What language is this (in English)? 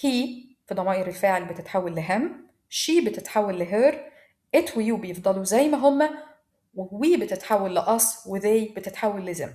Egyptian Arabic